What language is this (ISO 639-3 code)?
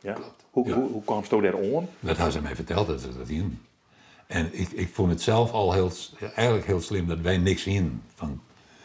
fry